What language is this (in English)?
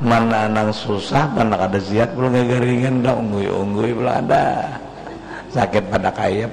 Banjar